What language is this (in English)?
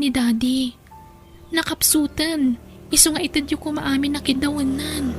Iloko